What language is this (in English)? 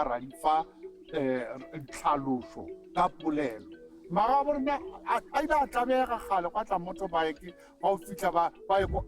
Northern Sotho